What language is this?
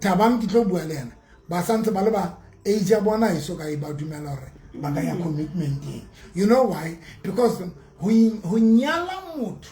Southern Sotho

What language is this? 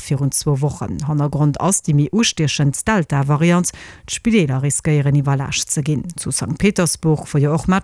Luxembourgish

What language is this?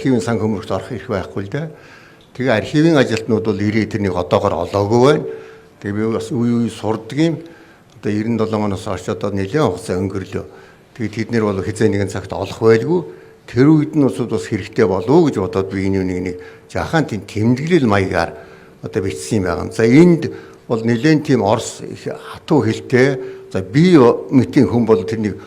Mongolian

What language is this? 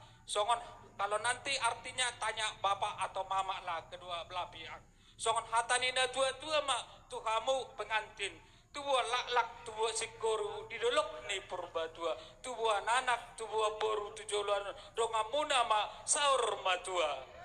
Batak Toba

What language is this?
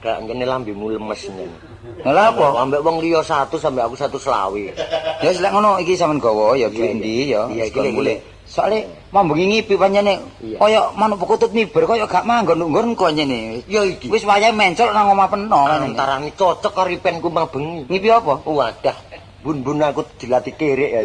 Javanese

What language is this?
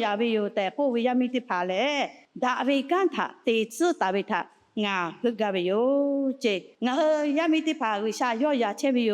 Lahu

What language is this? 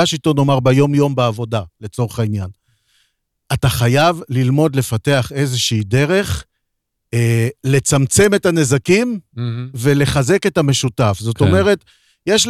Hebrew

